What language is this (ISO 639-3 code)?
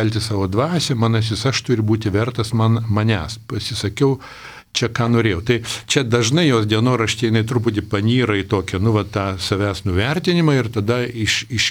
lit